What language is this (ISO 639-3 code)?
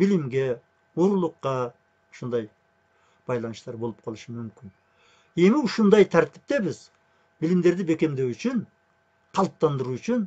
kir